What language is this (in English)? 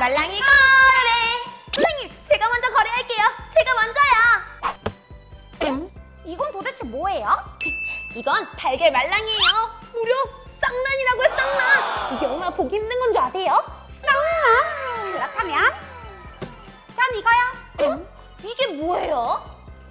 Korean